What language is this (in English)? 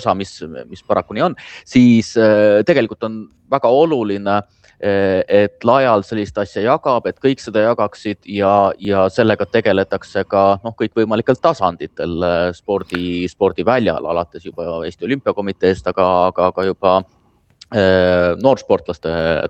Estonian